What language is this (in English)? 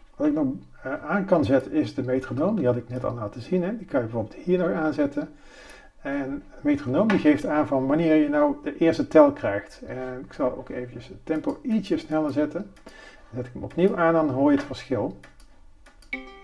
Dutch